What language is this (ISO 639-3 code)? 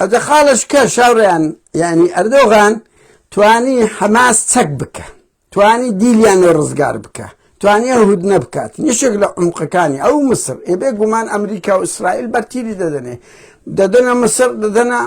ckb